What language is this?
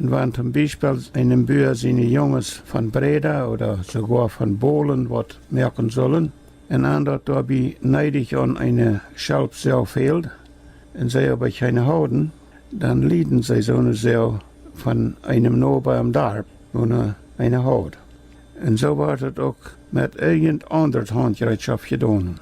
Plautdietsch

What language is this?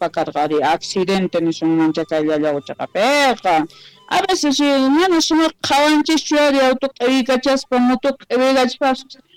South Bolivian Quechua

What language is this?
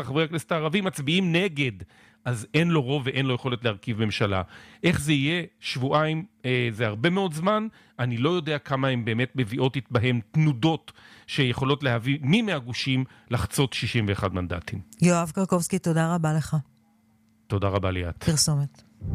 Hebrew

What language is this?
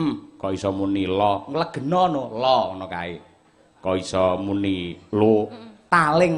Javanese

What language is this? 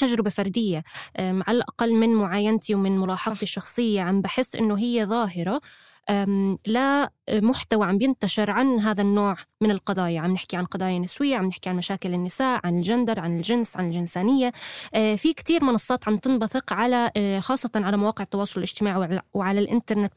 North Levantine Arabic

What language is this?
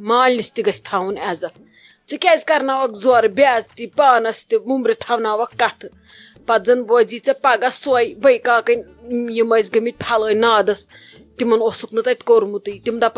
Kashmiri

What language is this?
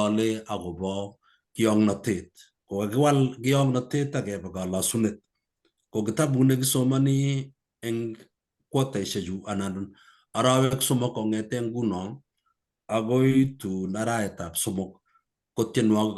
Kalenjin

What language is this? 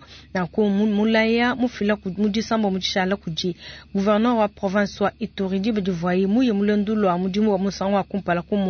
Luba-Lulua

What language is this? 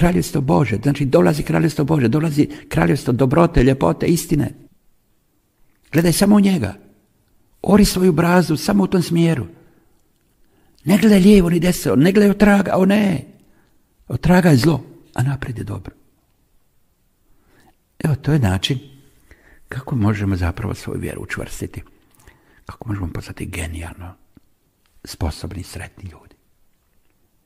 Croatian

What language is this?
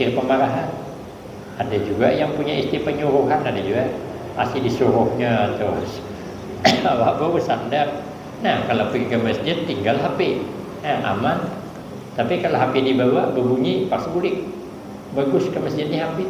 Banjar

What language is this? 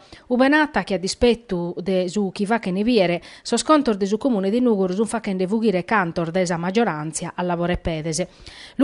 Sardinian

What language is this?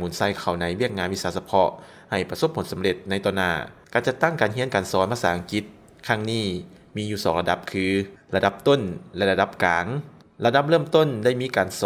Lao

